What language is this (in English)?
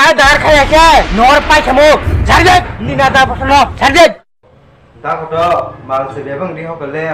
Kok Borok